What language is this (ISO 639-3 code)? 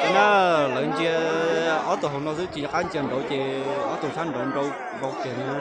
hmn